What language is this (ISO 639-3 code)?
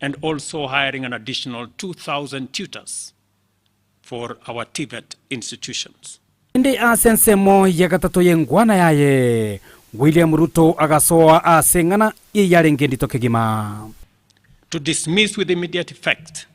guz